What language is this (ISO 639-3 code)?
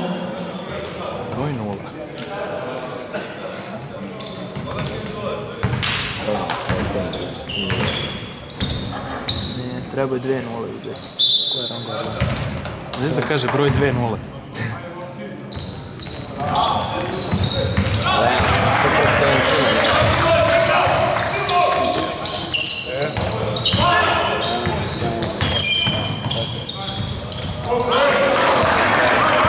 srp